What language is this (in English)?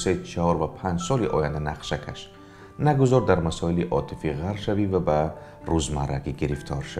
Tajik